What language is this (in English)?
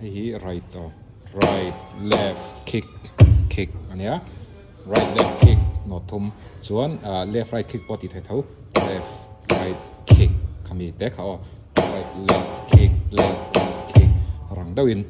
Mizo